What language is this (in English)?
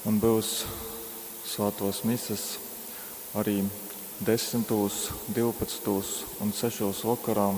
Latgalian